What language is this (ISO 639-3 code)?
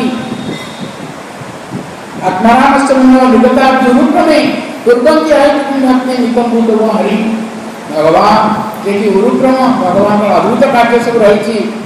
ori